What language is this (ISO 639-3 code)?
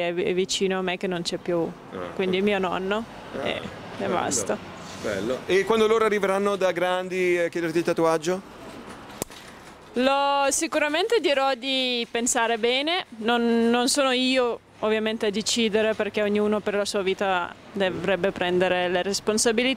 ita